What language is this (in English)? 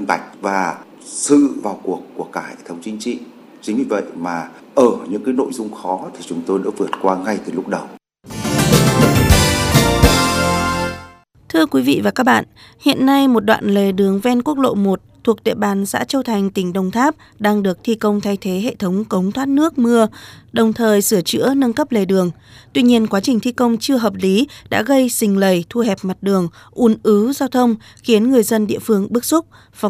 Vietnamese